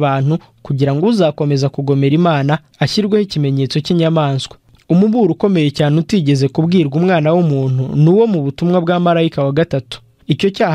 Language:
Kinyarwanda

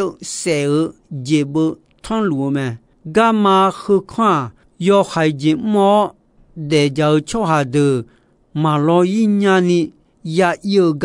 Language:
Akha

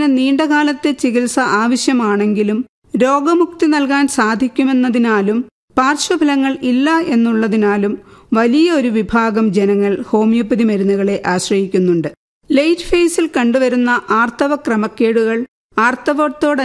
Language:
Malayalam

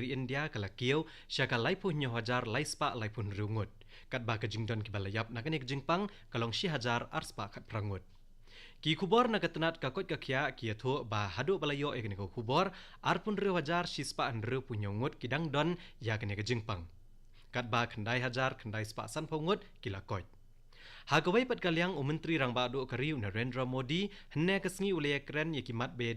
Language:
Khasi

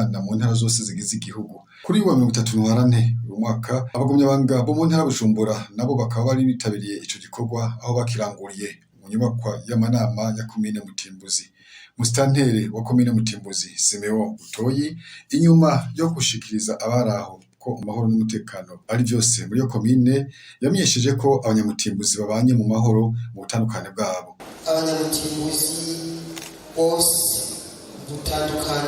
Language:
Rundi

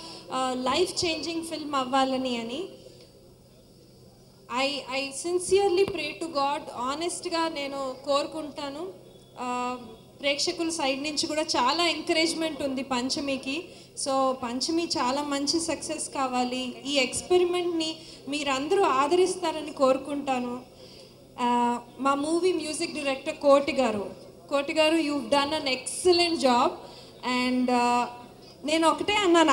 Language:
Telugu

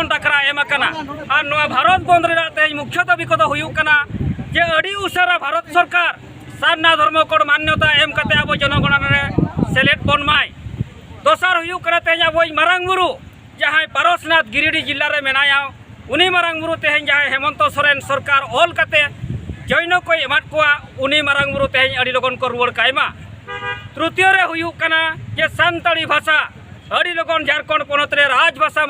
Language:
Santali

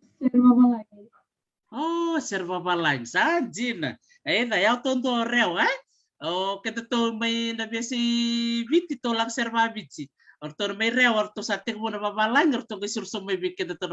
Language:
Fijian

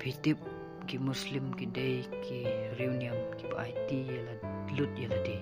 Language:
Khasi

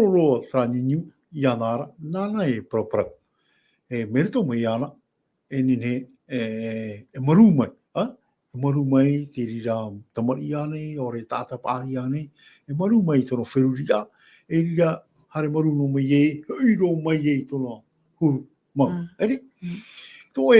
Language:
Tahitian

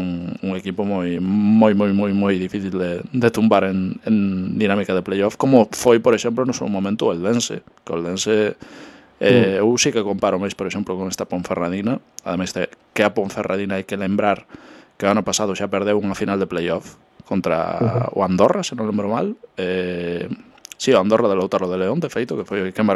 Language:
Galician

